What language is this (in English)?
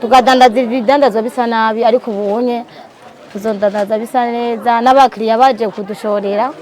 Rundi